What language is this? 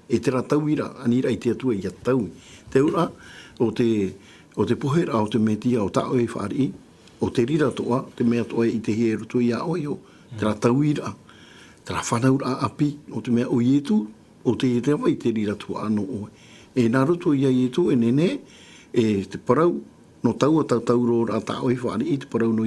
Tahitian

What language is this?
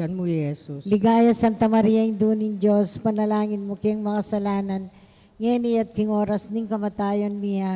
Pampanga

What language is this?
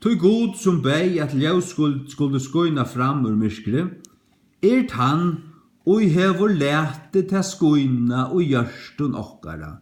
Faroese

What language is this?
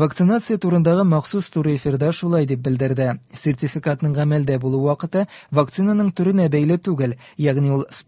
Tatar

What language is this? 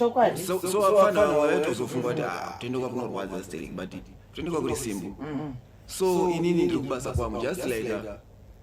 Shona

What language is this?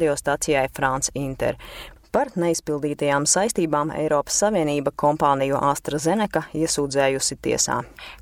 Latvian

